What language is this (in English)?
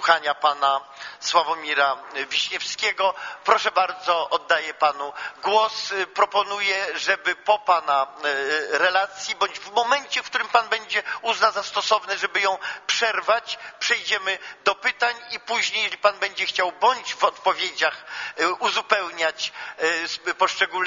Polish